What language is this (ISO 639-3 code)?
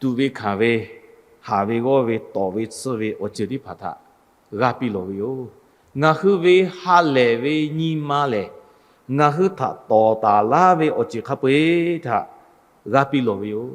lhu